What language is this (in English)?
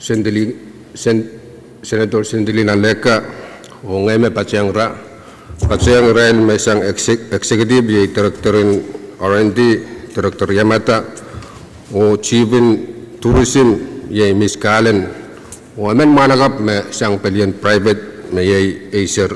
Pohnpeian